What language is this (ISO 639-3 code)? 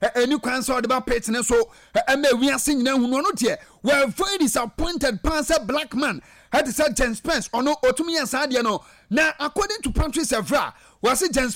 aka